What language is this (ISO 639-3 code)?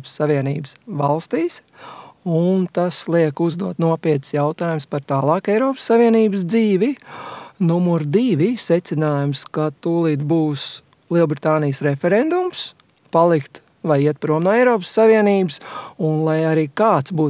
lav